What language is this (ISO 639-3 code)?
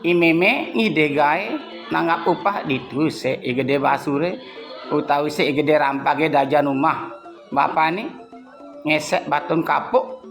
ban